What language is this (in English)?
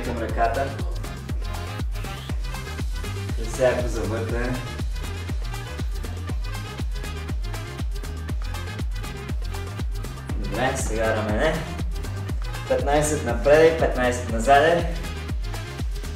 Bulgarian